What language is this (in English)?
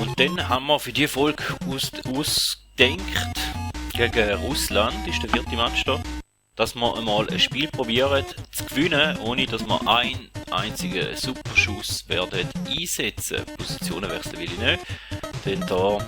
Swiss German